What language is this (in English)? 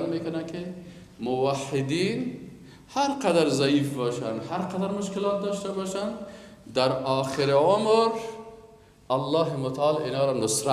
Persian